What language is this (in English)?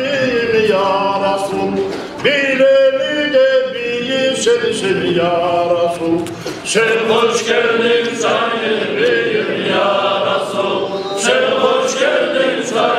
Kumyk